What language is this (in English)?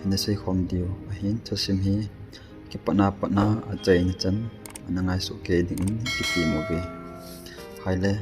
Thado Chin